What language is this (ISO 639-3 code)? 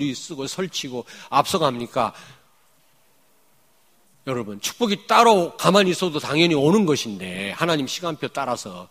kor